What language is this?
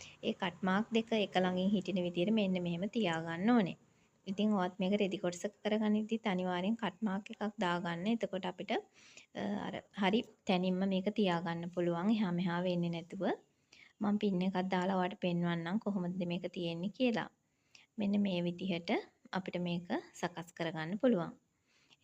Sinhala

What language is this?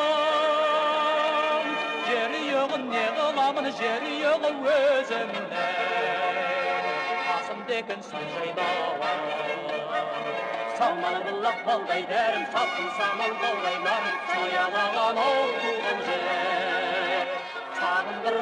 Kazakh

